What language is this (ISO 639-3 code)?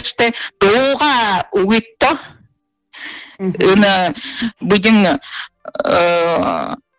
bua